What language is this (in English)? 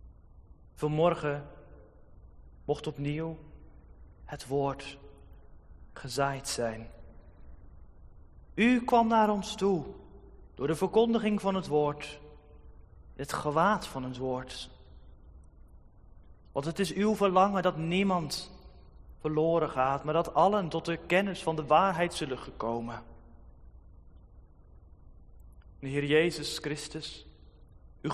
Dutch